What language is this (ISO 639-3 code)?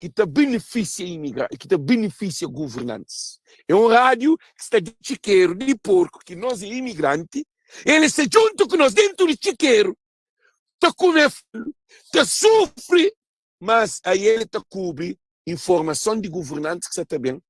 kea